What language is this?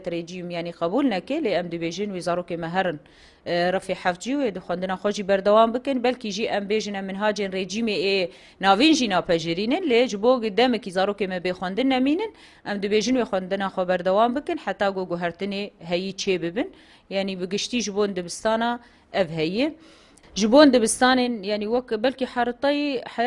Kurdish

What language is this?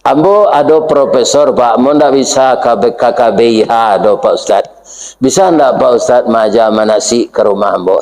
Minangkabau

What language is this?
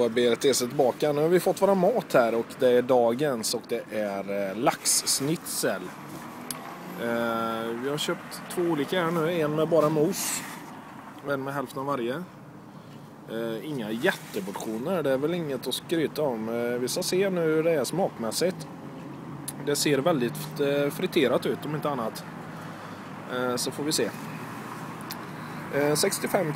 Swedish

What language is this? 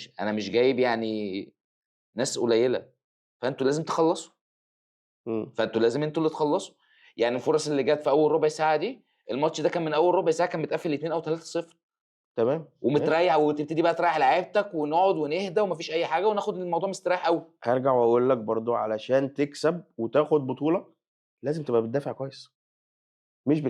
Egyptian Arabic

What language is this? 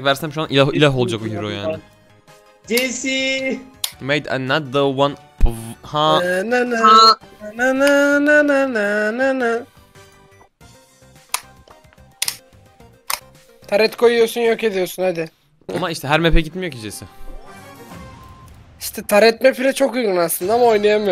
Turkish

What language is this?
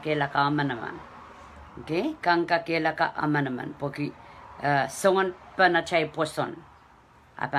Pohnpeian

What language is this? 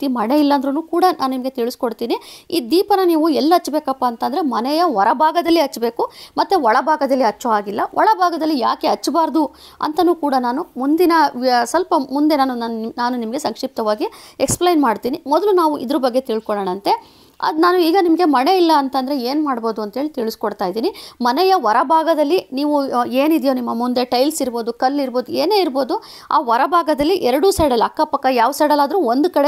Kannada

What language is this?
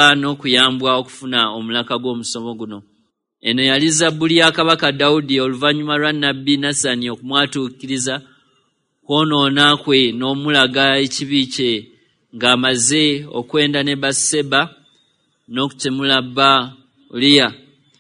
Ganda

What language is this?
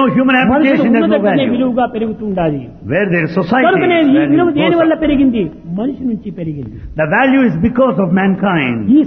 Telugu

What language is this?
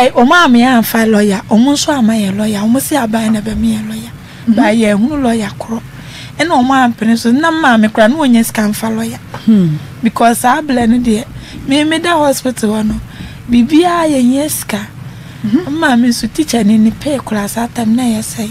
Akan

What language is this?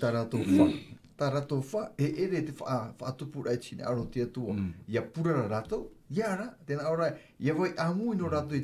Tahitian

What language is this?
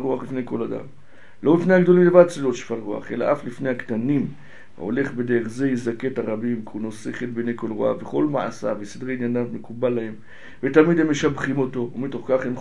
Hebrew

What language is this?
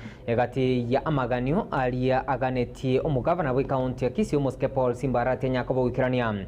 Gusii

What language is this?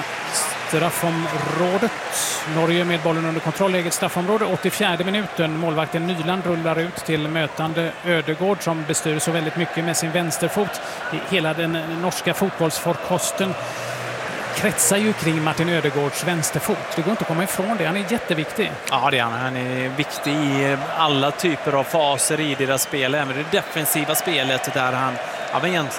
Swedish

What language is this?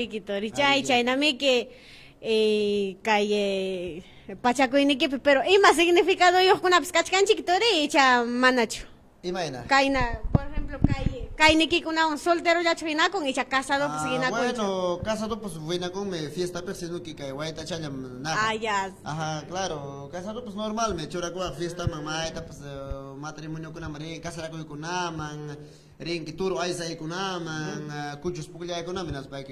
Ayacucho Quechua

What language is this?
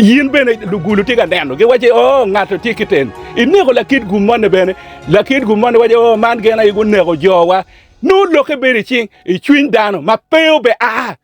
Acoli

